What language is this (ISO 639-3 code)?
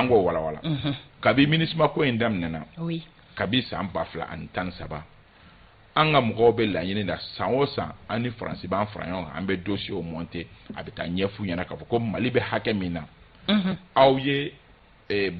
bam